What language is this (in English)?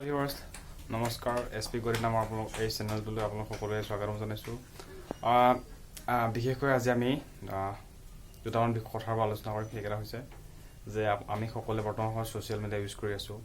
Assamese